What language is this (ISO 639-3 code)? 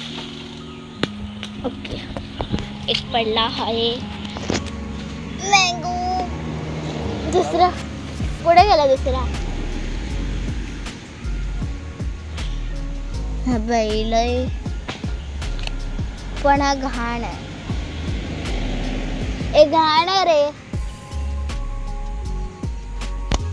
mar